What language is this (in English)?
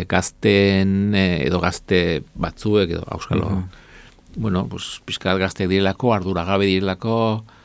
Basque